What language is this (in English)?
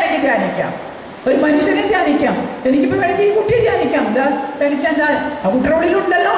Malayalam